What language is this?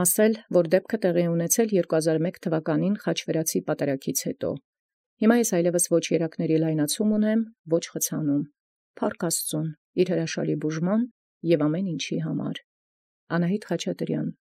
Armenian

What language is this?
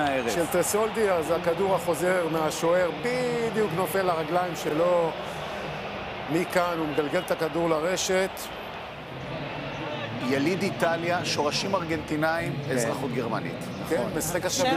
Hebrew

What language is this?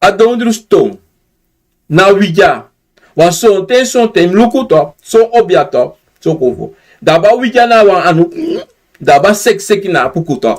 Sranan Tongo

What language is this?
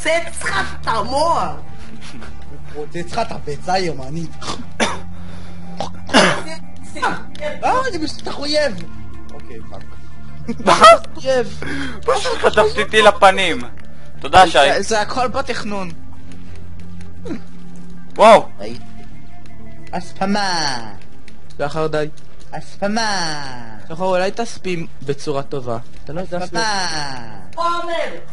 Hebrew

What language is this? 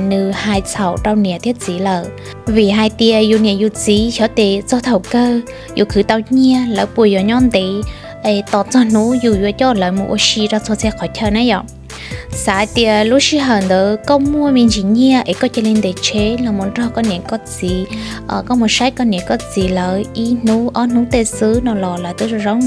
Hmong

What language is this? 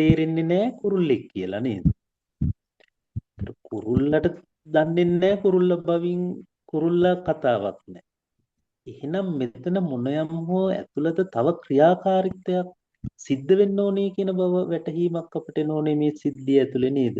Sinhala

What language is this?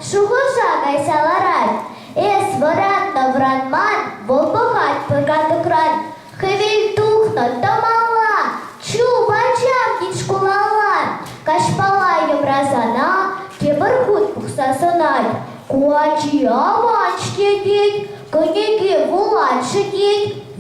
Chuvash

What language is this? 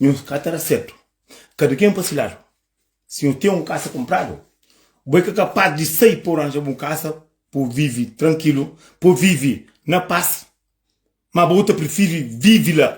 Kabuverdianu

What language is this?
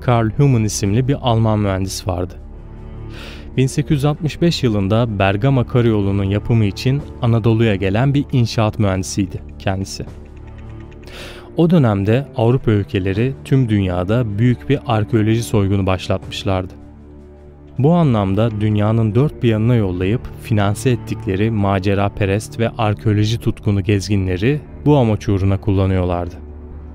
Turkish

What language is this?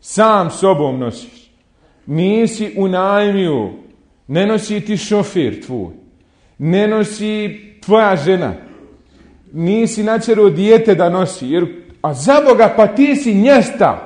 Bosnian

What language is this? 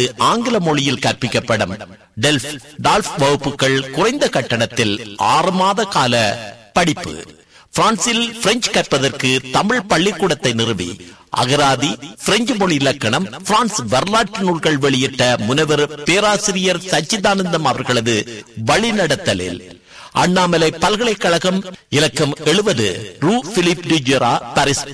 Tamil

